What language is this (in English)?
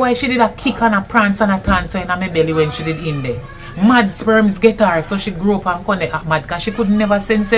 Jamaican Creole English